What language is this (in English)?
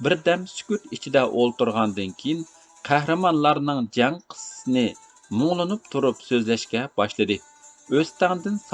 Uyghur